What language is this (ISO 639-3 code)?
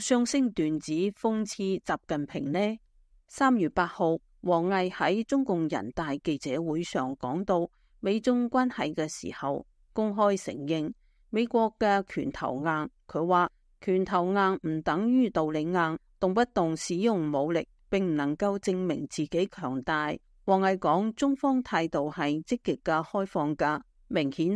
yue